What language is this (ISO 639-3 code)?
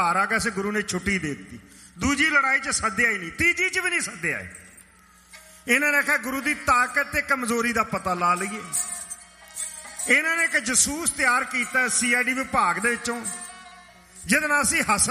pan